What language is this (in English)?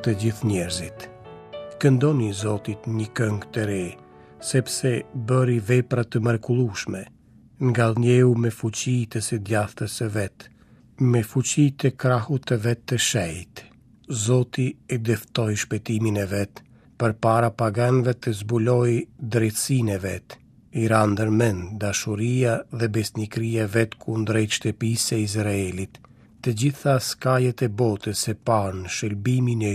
Albanian